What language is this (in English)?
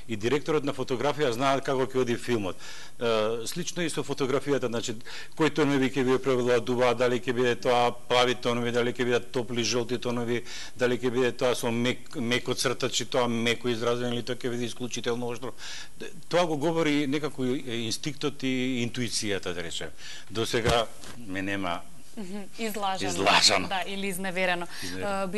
Macedonian